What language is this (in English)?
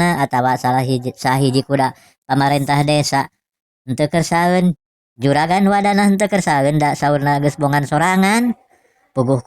Sundanese